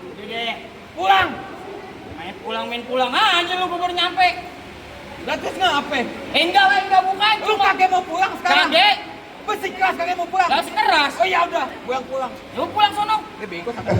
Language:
Betawi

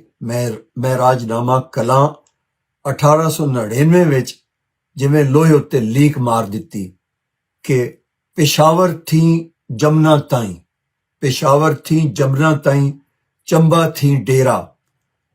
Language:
Western Panjabi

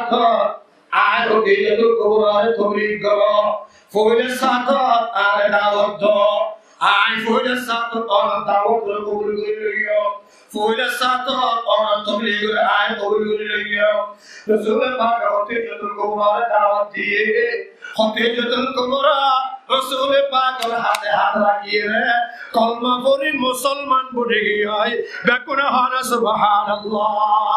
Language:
Rohingya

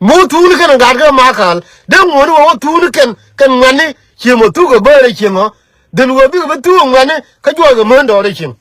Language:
Nuer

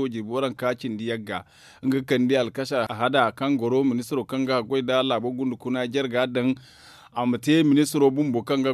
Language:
Zarma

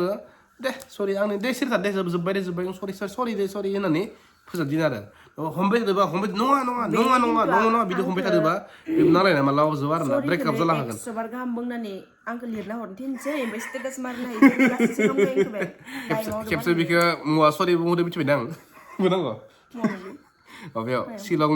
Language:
Bodo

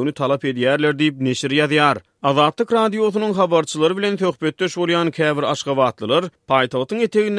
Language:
Turkmen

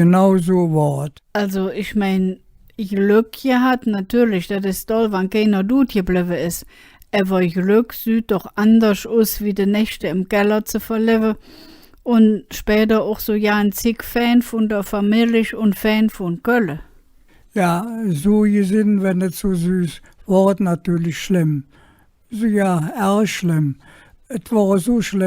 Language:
Colognian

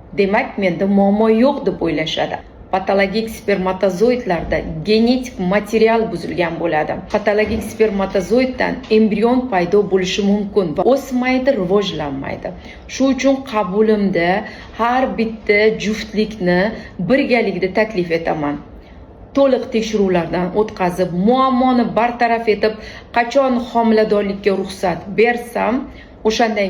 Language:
Uzbek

